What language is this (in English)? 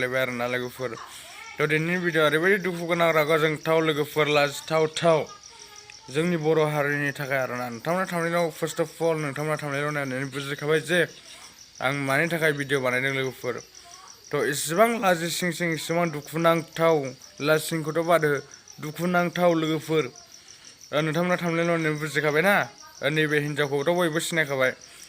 Bodo